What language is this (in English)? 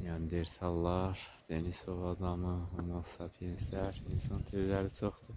Azerbaijani